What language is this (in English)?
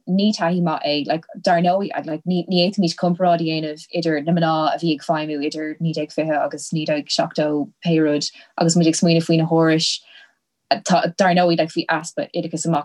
Irish